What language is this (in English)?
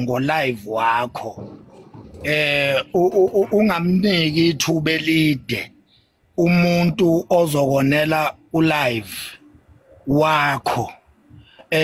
Zulu